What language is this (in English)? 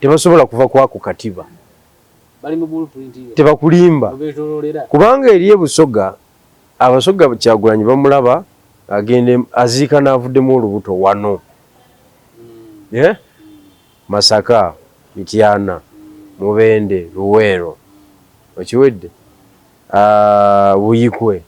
Ganda